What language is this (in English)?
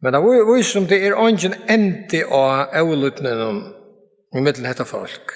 Faroese